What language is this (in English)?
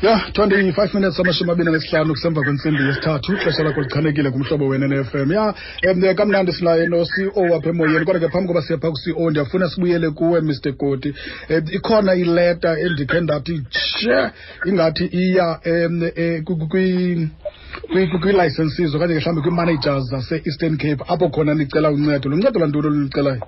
Xhosa